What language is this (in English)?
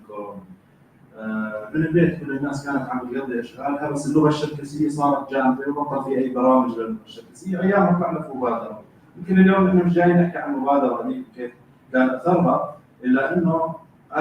North Levantine Arabic